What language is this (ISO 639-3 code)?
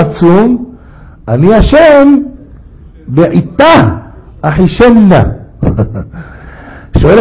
heb